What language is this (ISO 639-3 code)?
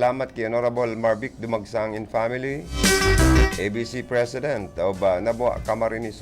bik